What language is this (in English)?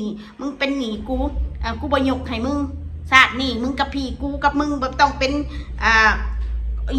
Northeastern Thai